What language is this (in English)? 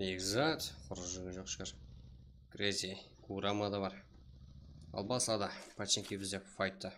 Kara-Kalpak